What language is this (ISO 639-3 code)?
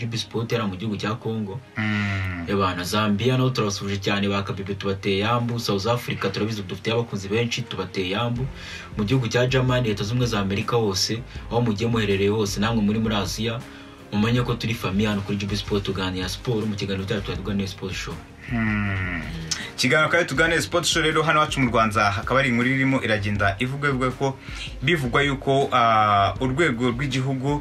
kin